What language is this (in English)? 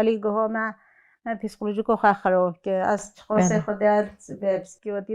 Kurdish